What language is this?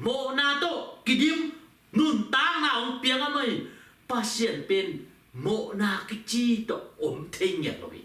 Tedim Chin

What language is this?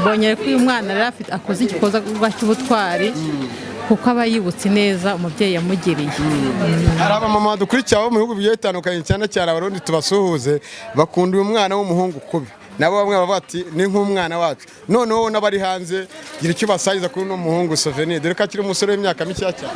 Kinyarwanda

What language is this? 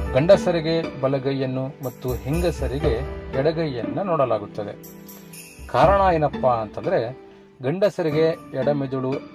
Kannada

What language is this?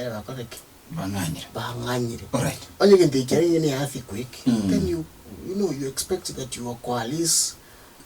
Gusii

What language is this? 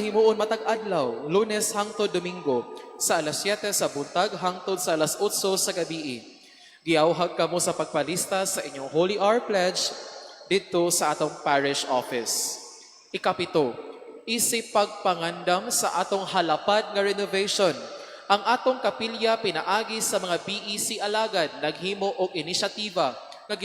Cebuano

